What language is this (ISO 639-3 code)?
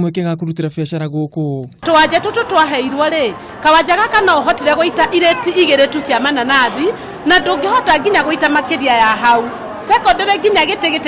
kik